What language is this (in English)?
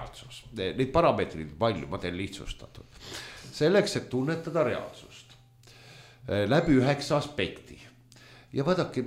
Estonian